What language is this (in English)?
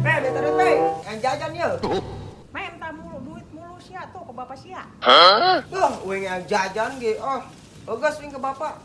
Sundanese